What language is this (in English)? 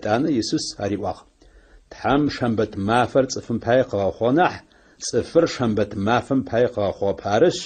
Adyghe